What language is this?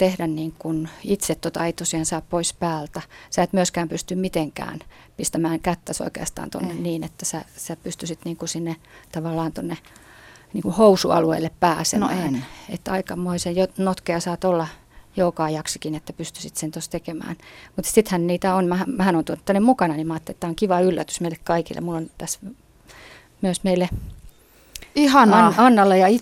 Finnish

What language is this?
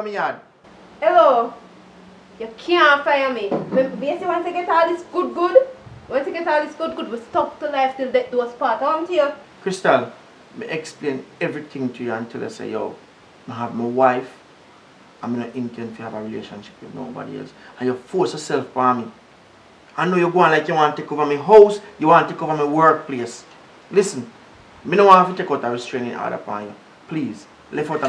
Jamaican Creole English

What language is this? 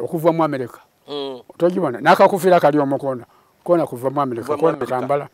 Soga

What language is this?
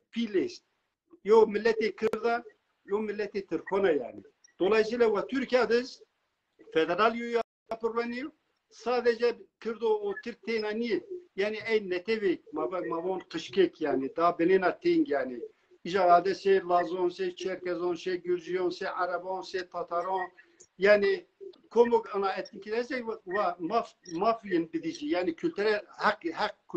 Zaza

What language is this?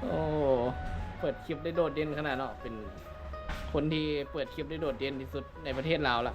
Northeastern Thai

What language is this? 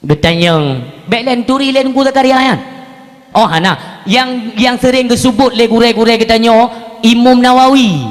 Achinese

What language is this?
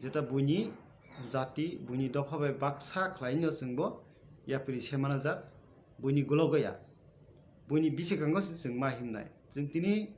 Kok Borok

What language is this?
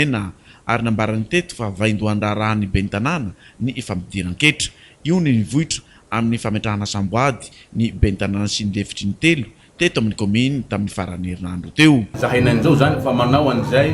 Malagasy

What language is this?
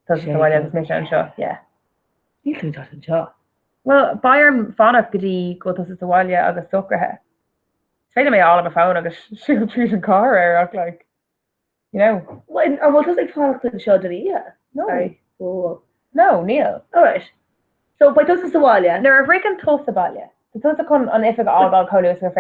Irish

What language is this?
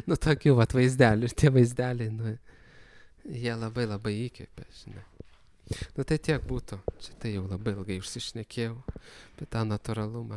Lithuanian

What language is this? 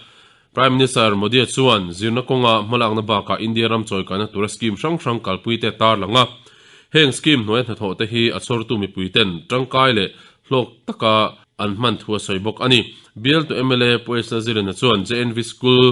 Mizo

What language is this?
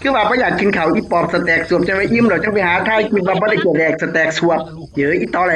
Northeastern Thai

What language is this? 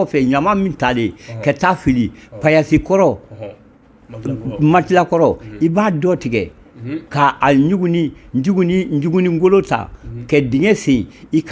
Bambara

